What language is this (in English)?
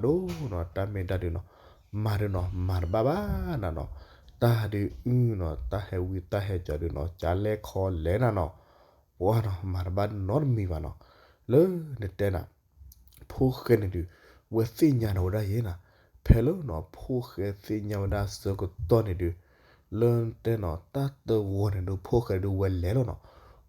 S'gaw Karen